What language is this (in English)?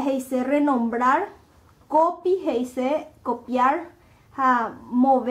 Guarani